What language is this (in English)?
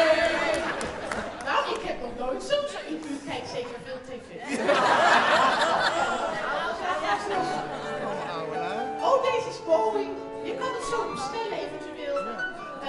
Dutch